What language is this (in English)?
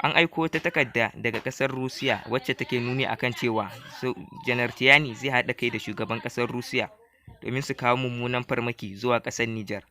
Hausa